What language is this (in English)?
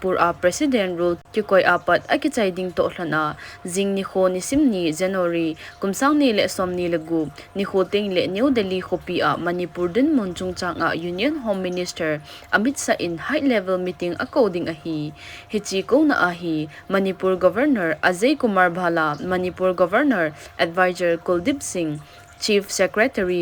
Thado Chin